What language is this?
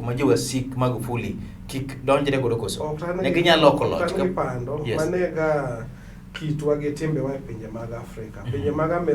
Luo (Kenya and Tanzania)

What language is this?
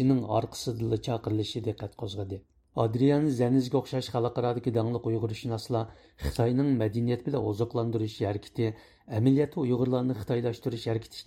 Uyghur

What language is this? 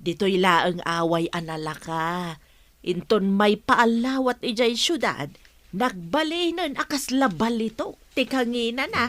Iloko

